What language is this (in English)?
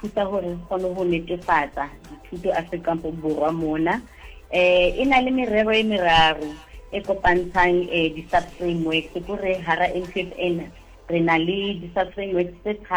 Southern Sotho